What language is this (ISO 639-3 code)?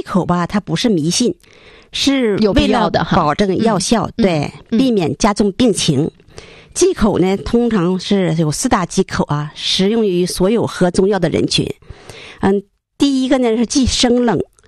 zho